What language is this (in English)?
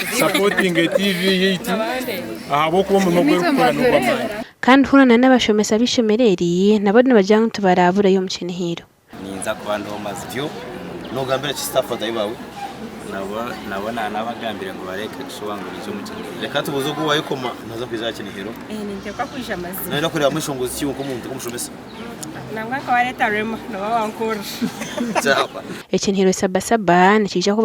Nyankole